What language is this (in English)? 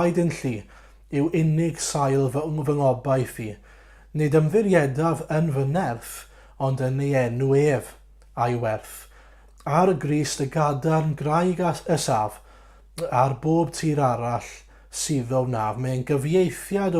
Welsh